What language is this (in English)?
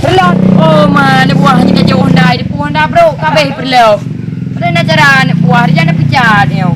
Achinese